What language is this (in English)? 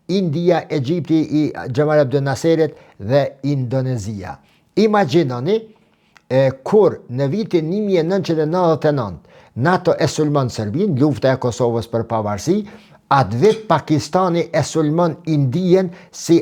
Albanian